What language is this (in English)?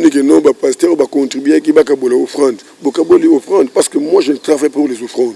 Lingala